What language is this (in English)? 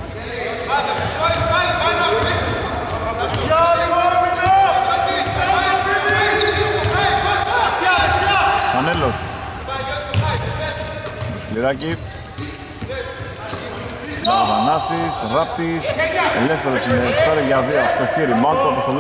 Greek